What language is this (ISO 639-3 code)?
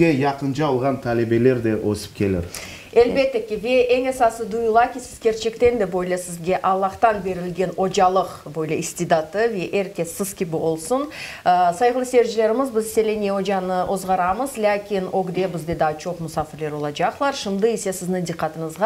crh